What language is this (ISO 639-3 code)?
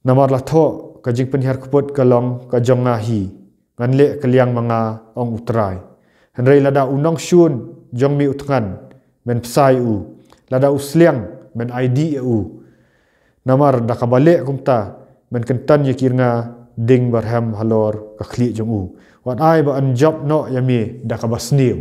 kha